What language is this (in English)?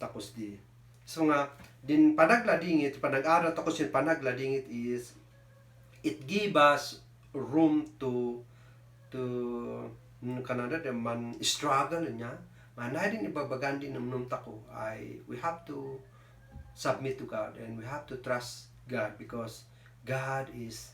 Kankanaey